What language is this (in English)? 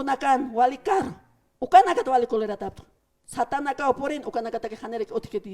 Aymara